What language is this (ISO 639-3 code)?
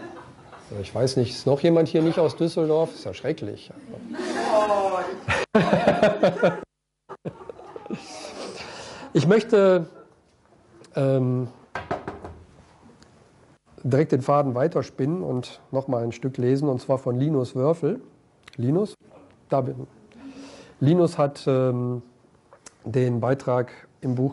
deu